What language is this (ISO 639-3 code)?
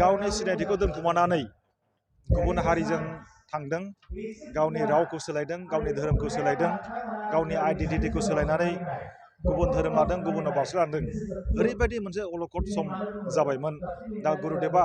brx